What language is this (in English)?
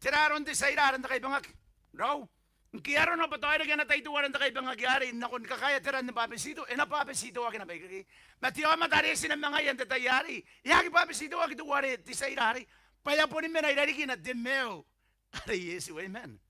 Gilbertese